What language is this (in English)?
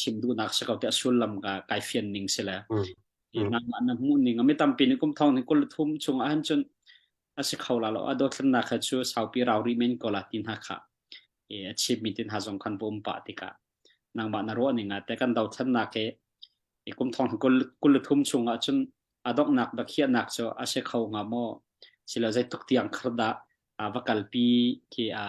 Hakha Chin